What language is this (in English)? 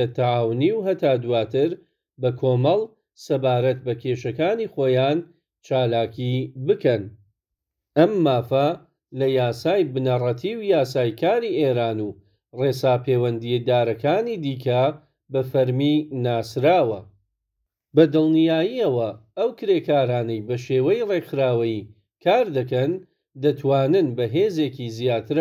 Central Kurdish